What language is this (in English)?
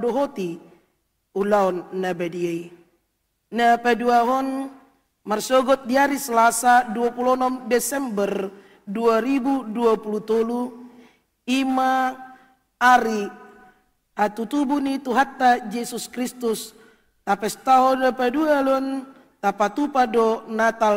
Batak Toba